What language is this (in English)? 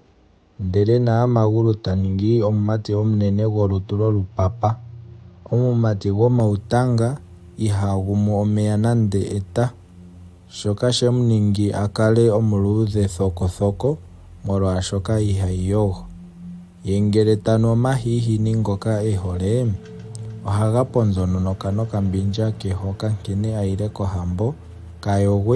Ndonga